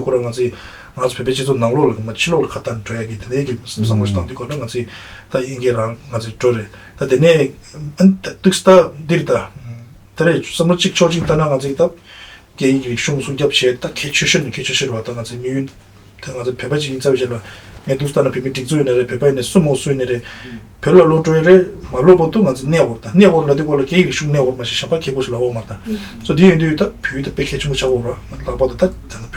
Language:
Tibetan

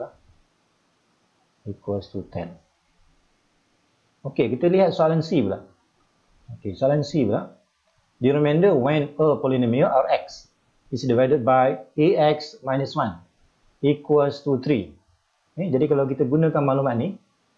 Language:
Malay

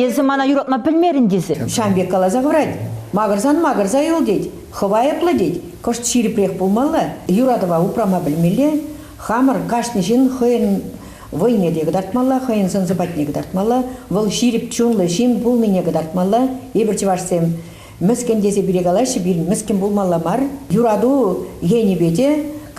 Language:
Chuvash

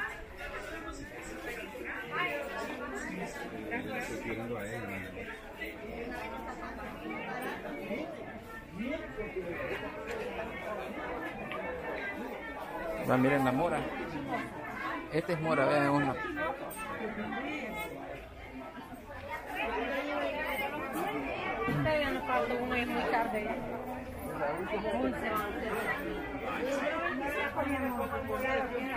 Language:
Spanish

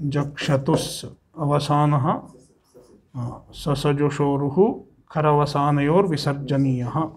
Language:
Sanskrit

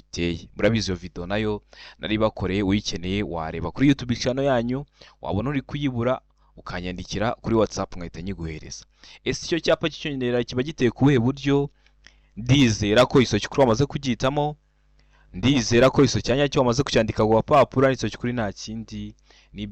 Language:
Kinyarwanda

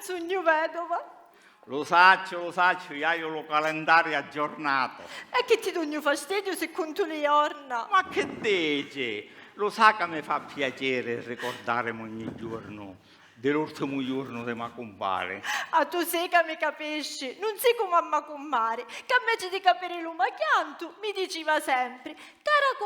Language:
Sicilian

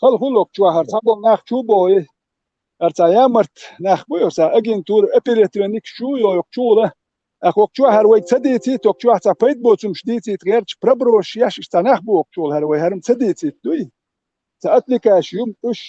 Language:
Chechen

